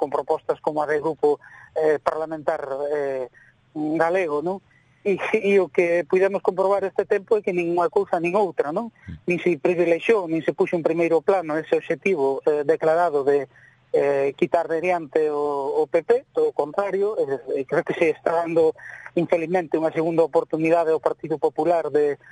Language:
Galician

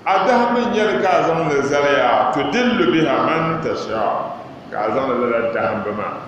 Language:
Dagbani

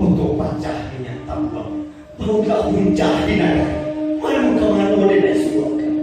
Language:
Minangkabau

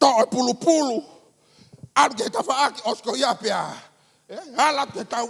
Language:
Tongan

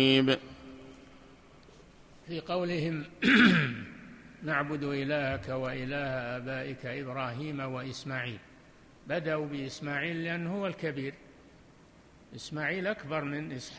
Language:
Arabic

